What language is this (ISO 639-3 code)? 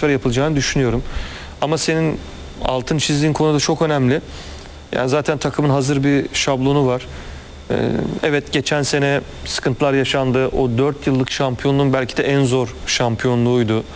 tur